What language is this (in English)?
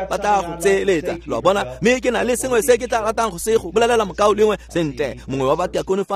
Tswana